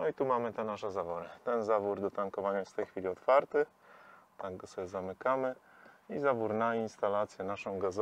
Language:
Polish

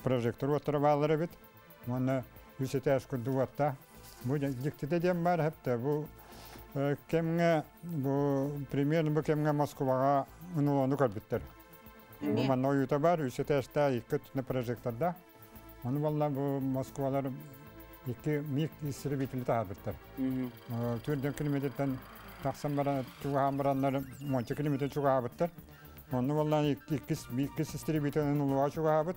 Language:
Yakut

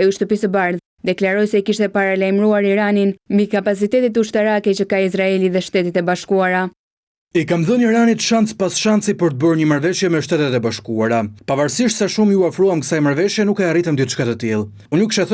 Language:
Albanian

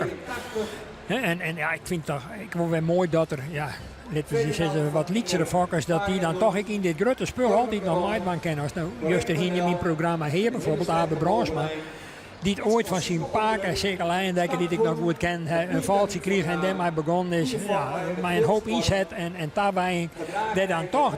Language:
Western Frisian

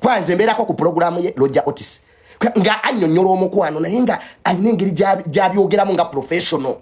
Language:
Ganda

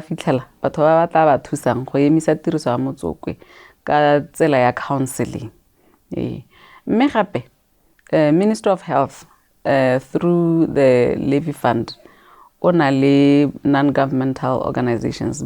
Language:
Tswana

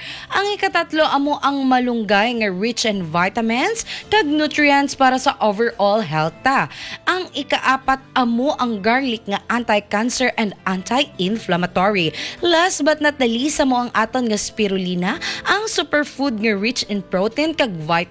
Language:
Hiligaynon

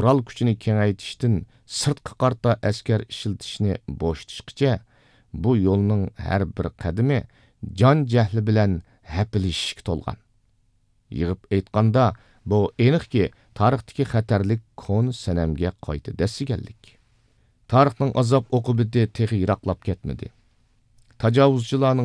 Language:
Uyghur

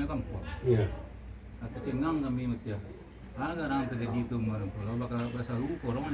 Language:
Minangkabau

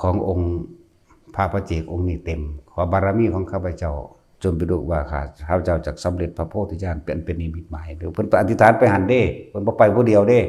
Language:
Northeastern Thai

